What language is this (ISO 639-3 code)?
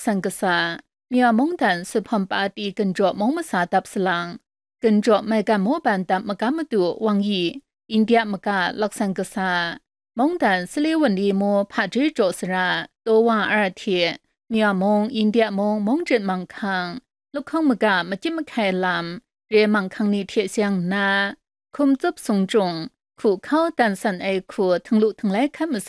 kac